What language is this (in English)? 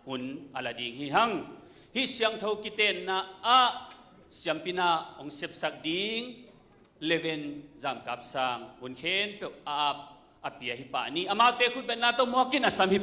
Tedim Chin